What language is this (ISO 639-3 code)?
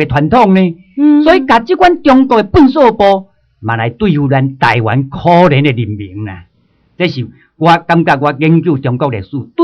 nan